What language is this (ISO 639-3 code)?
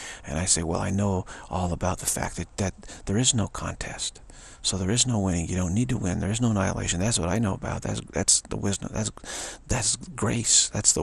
eng